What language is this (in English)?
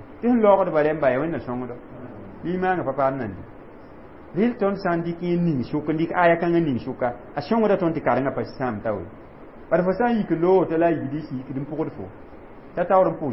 Mossi